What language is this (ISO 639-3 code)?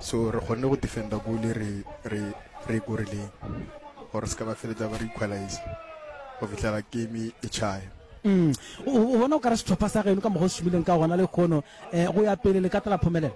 nso